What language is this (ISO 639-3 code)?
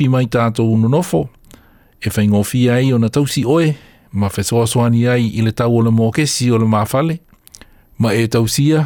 smo